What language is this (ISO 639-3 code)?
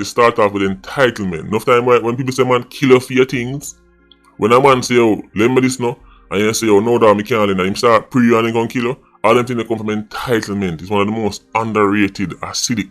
jam